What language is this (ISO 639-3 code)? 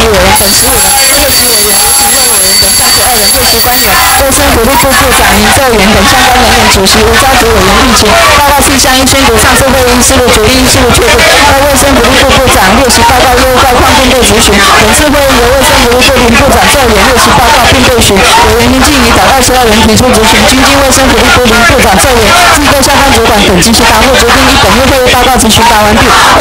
zho